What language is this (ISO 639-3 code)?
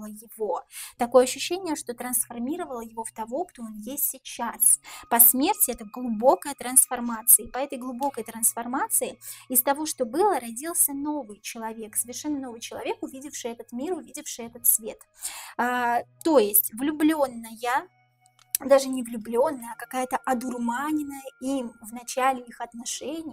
rus